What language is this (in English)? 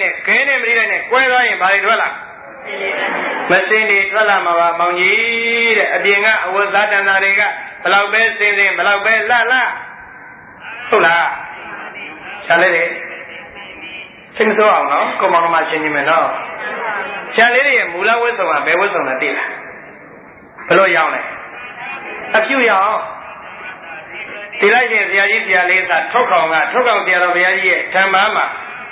Burmese